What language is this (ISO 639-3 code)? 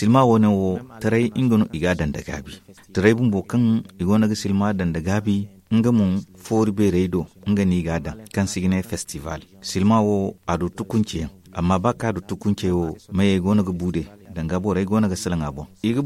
dje